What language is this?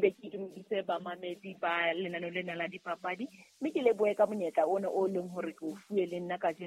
Southern Sotho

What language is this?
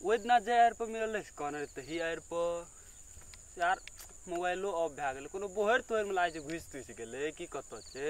Maithili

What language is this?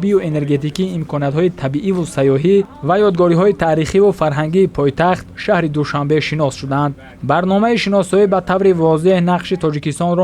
Tajik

